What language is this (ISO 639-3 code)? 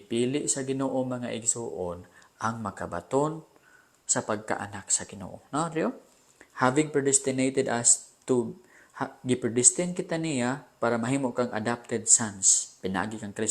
ceb